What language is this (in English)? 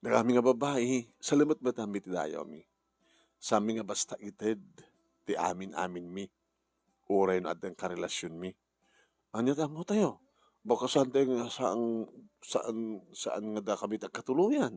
Iloko